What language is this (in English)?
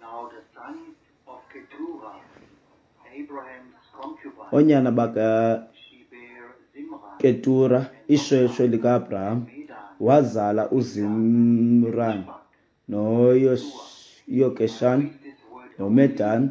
Xhosa